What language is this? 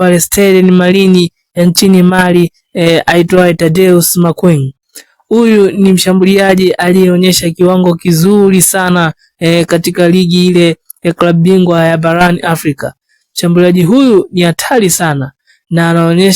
Swahili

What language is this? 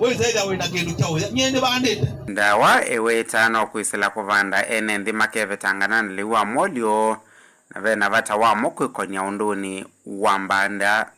Kamba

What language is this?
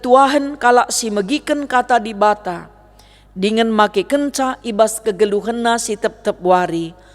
Batak Karo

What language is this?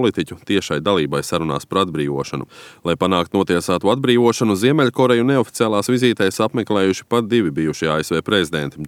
Latvian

